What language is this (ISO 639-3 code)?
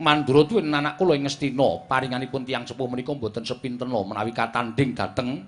jav